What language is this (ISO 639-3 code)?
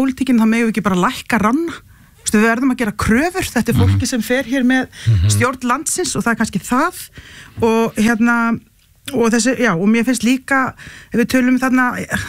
isl